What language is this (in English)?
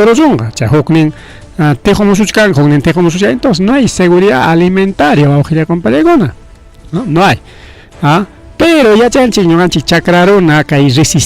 Ayacucho Quechua